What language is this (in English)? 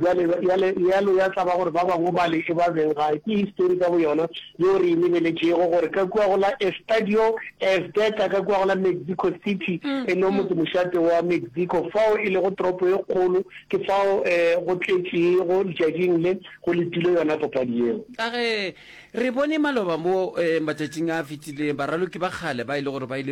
Northern Sotho